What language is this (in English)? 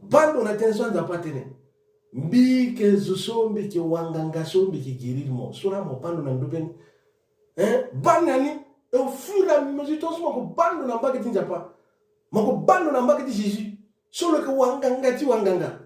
Sango